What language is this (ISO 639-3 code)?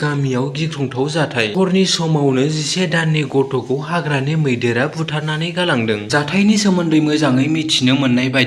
brx